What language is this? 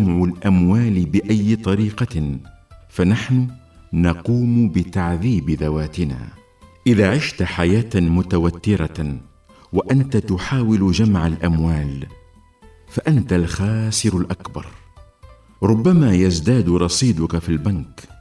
Arabic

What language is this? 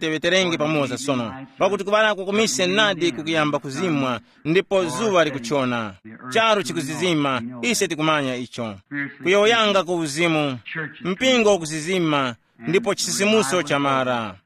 Tumbuka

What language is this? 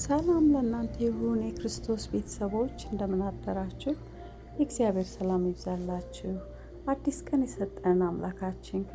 Amharic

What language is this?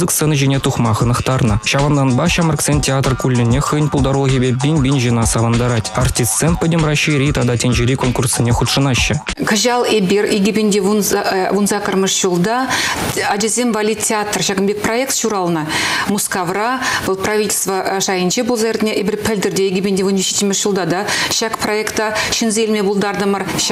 Chuvash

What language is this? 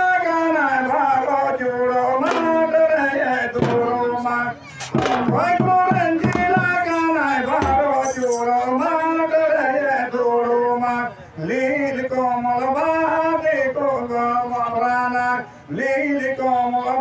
Santali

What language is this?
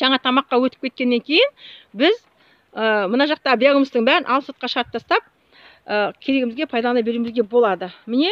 Kazakh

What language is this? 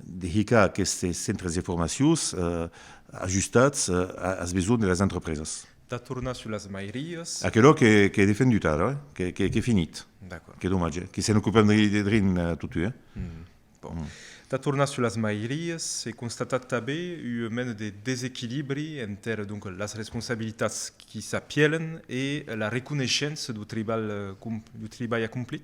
Occitan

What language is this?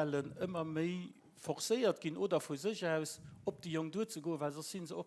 Luxembourgish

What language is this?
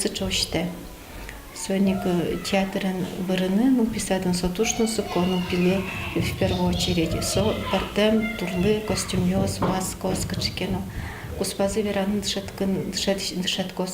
Udmurt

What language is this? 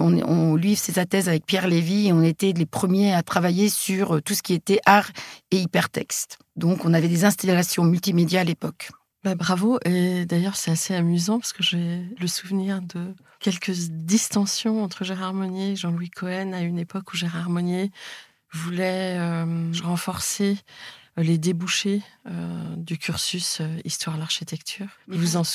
French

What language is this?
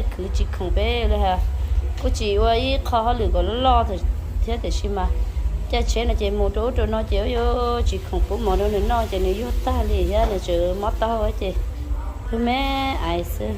Hmong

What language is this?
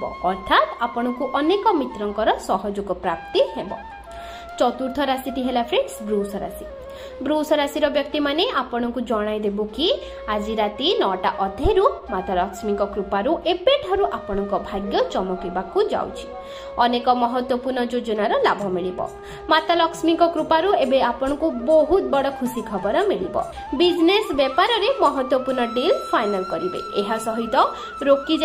Odia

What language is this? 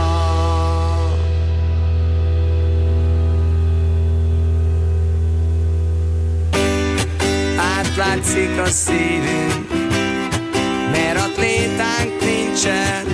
Hungarian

